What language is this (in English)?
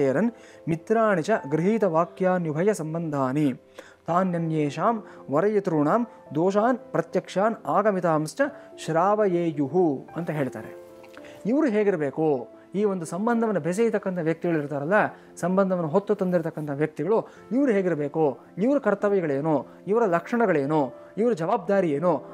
Kannada